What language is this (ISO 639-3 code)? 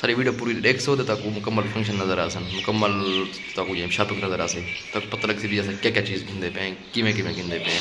skr